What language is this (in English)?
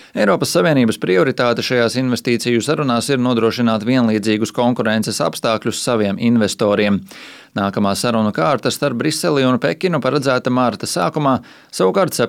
Latvian